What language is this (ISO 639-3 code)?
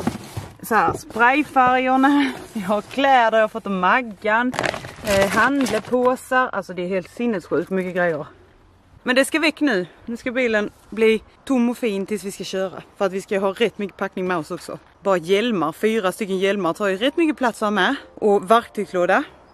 swe